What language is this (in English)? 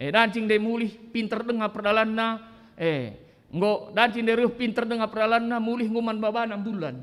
Batak Karo